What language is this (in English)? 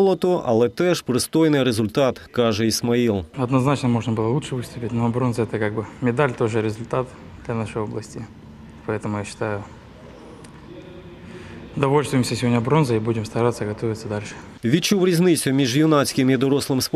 Ukrainian